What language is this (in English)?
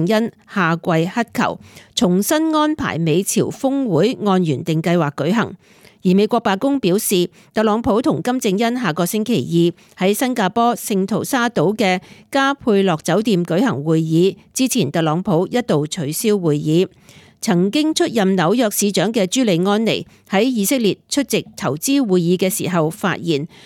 Cantonese